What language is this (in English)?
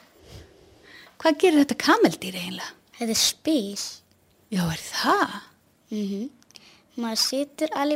Icelandic